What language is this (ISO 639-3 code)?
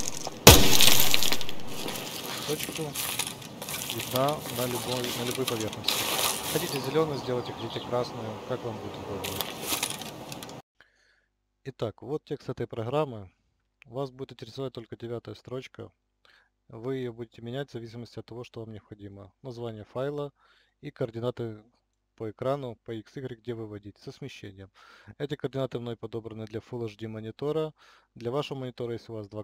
rus